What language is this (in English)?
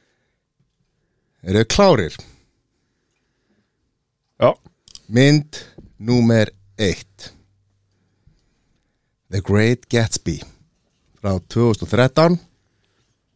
Icelandic